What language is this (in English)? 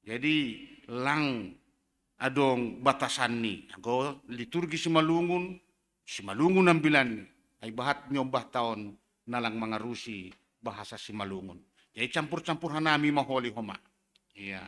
Batak Simalungun